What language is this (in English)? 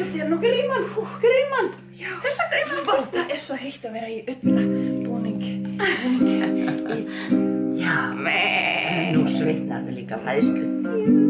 Icelandic